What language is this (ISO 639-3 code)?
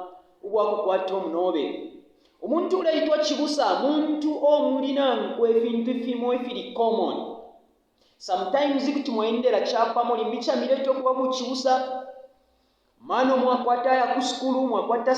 bem